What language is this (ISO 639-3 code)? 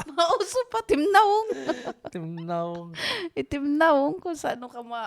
war